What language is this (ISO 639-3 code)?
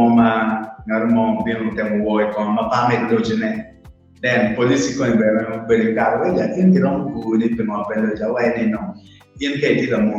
ach